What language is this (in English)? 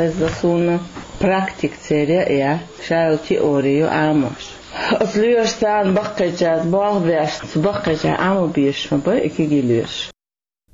Chechen